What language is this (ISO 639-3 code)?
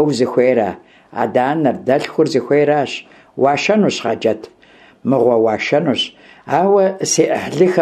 kbd